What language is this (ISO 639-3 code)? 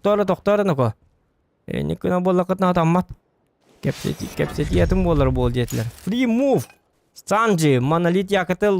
sah